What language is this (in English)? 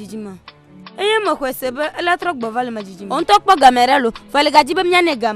Ewe